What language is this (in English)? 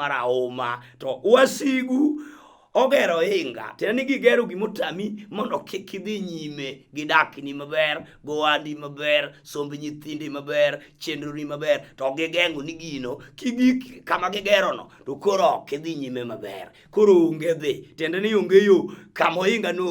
Luo (Kenya and Tanzania)